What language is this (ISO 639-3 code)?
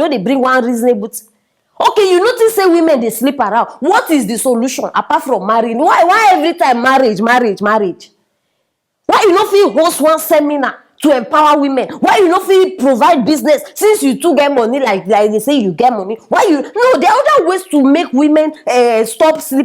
pcm